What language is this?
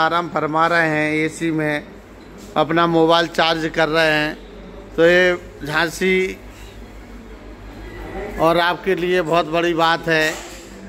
Hindi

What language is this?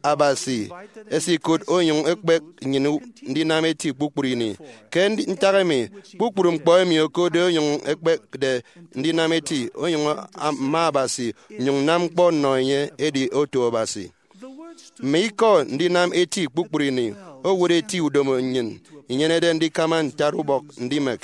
Efik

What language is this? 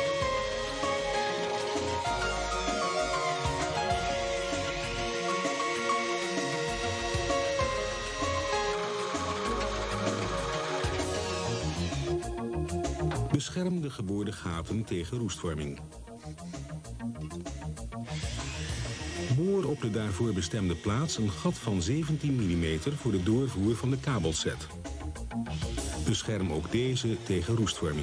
Dutch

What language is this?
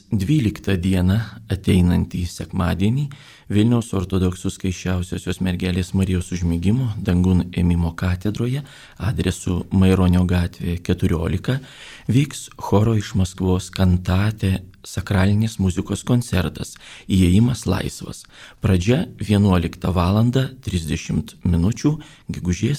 Lithuanian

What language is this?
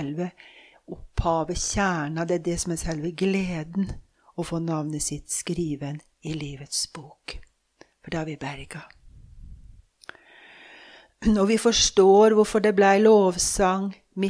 Norwegian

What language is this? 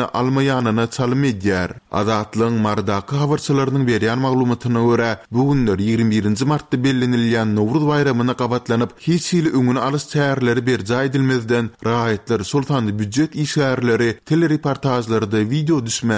Turkmen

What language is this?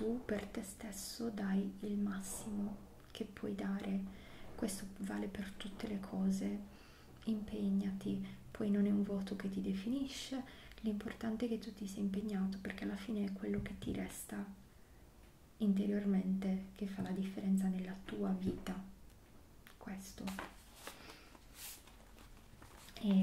Italian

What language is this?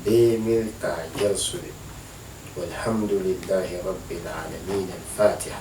Dagbani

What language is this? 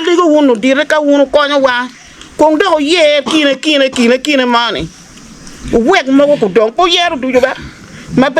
Acoli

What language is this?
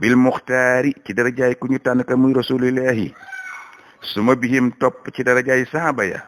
Wolof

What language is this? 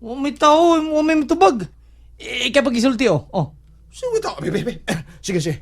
Cebuano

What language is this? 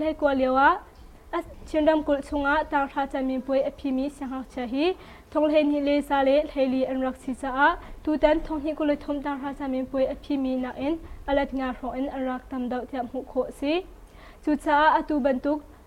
Hakha Chin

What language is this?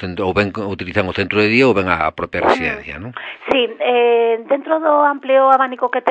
Galician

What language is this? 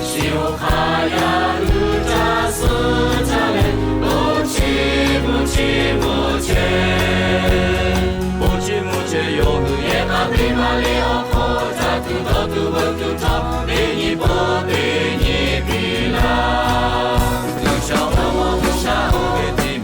Lahu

